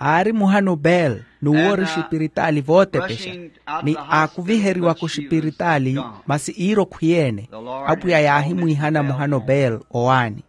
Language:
Makhuwa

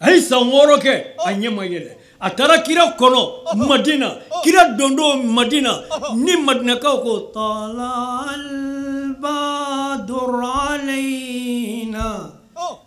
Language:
Bambara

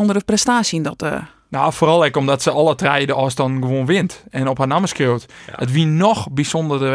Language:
Western Frisian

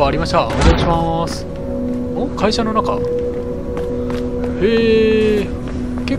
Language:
Japanese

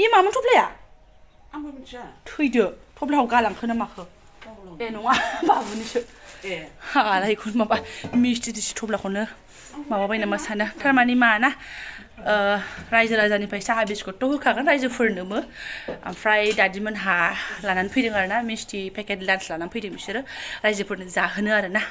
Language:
Bodo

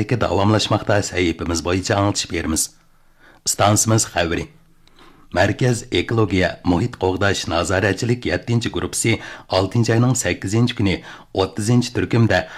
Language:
Uyghur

